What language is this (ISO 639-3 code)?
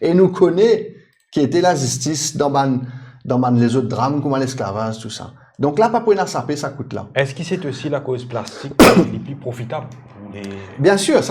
mfe